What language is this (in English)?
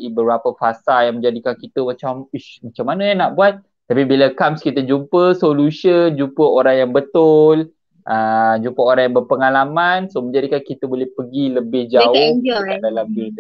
Malay